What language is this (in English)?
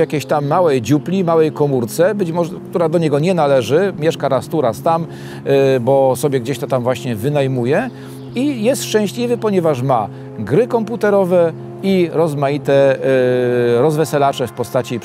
Polish